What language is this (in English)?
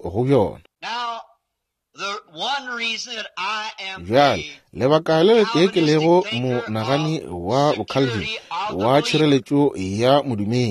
Northern Sotho